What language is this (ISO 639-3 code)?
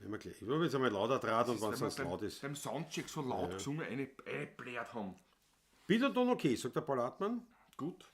bar